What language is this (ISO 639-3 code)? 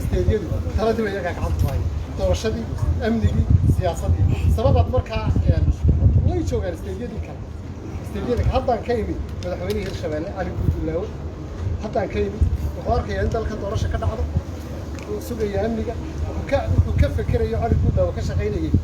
som